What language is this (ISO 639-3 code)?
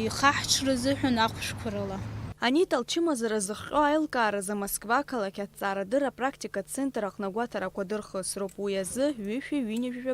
abk